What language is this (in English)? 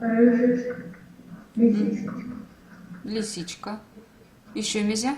Erzya